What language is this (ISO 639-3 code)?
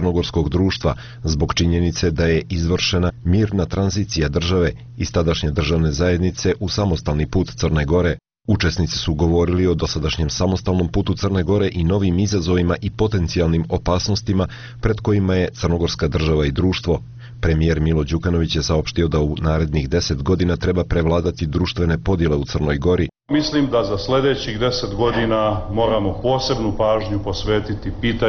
srp